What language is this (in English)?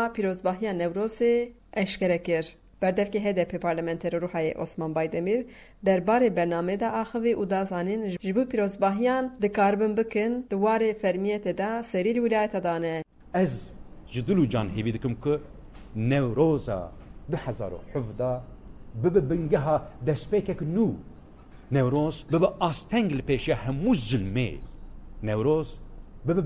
Kurdish